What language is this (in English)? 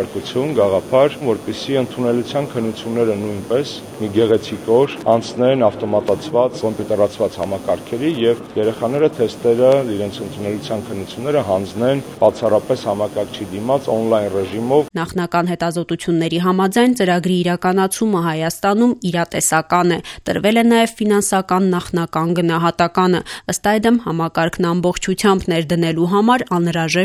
Armenian